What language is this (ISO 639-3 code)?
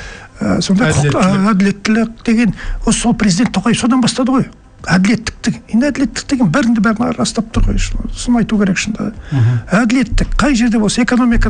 kaz